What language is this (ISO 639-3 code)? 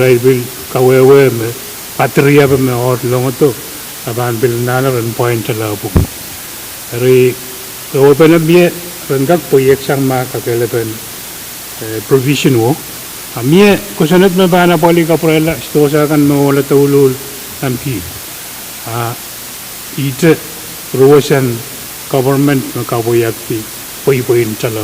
pon